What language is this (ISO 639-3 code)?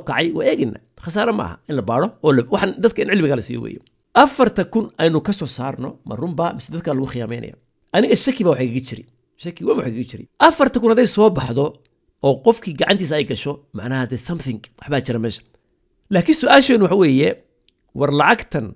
som